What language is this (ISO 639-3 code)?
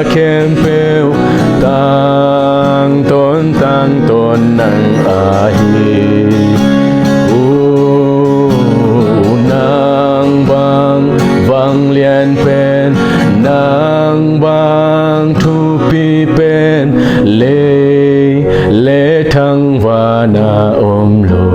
ctd